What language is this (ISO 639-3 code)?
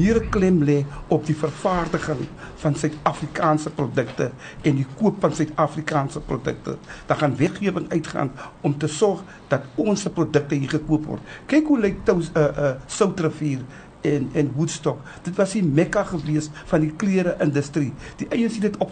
afr